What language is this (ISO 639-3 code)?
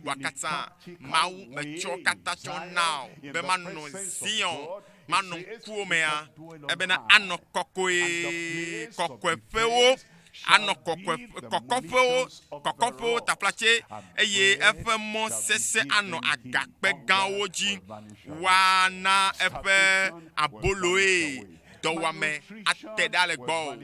ewe